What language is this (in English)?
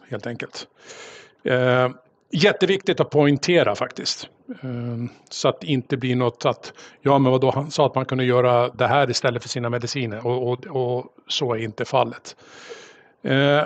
Swedish